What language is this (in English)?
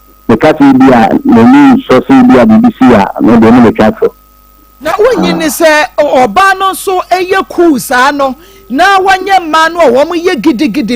Akan